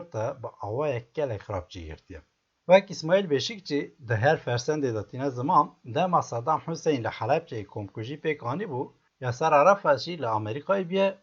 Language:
Kurdish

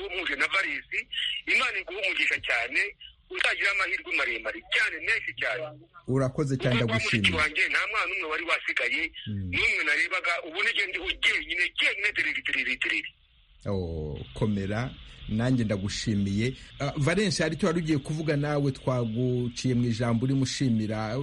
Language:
Kinyarwanda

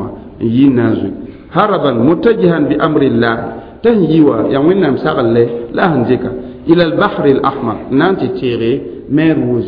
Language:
Mossi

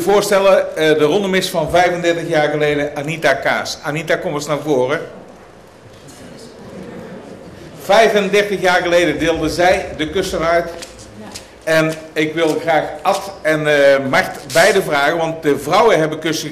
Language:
Dutch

